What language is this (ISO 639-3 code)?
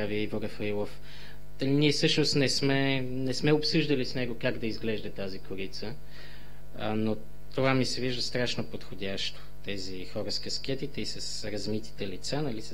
bul